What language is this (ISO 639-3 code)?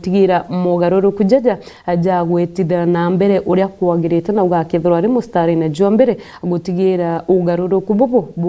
mer